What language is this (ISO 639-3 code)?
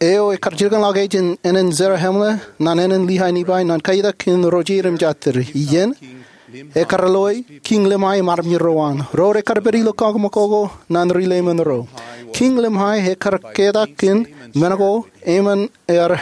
mah